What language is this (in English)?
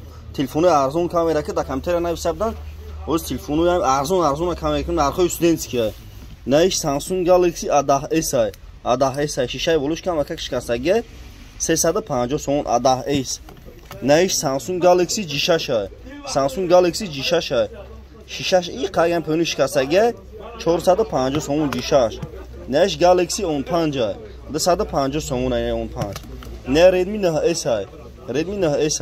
Tajik